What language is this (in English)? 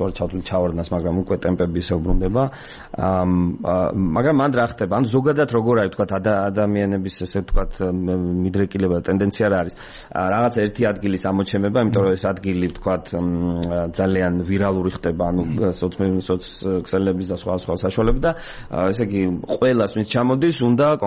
Georgian